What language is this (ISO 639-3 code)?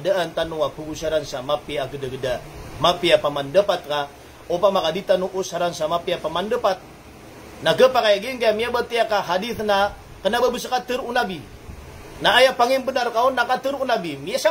mrw